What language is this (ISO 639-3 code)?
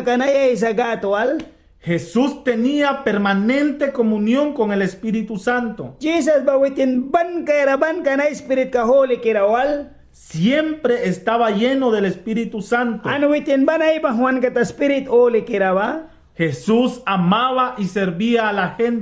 miq